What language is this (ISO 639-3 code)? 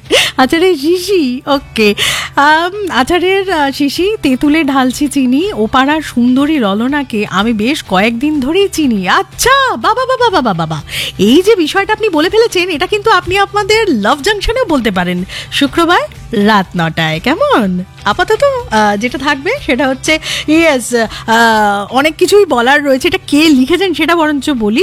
ben